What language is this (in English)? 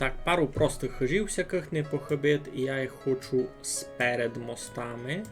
Rusyn